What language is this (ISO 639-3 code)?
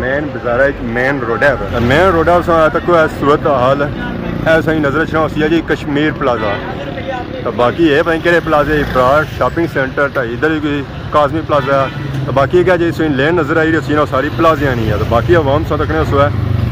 phr